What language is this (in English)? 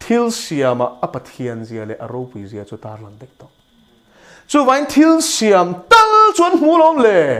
Mizo